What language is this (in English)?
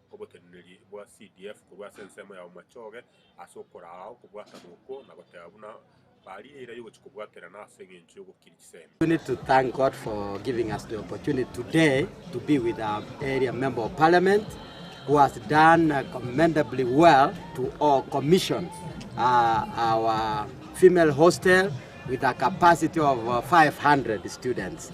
Gusii